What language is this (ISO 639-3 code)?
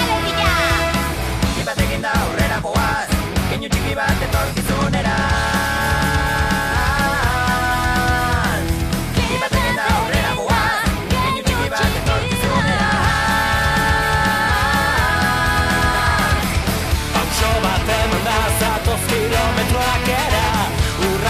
eus